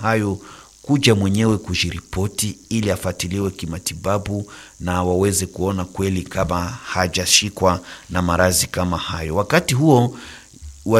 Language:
Swahili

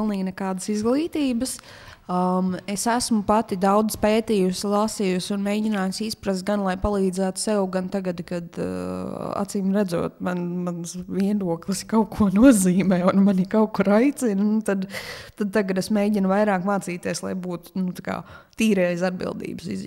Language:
Latvian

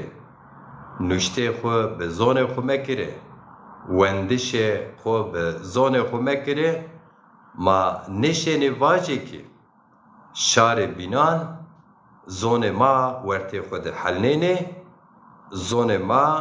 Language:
Zaza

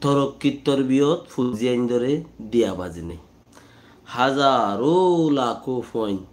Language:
Rohingya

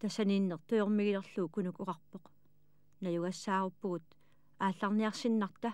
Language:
Kalaallisut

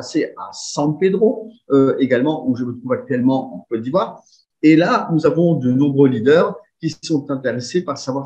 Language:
French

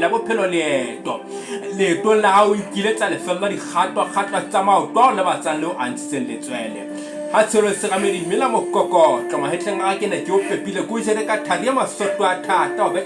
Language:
Southern Sotho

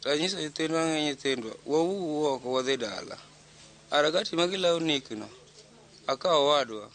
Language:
Luo (Kenya and Tanzania)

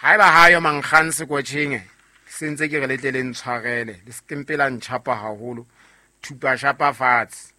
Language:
Southern Sotho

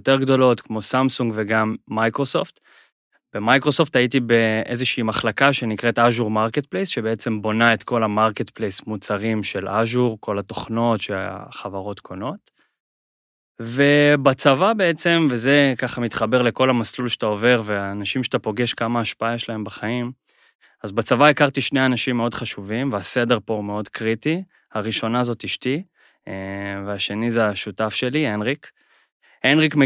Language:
Hebrew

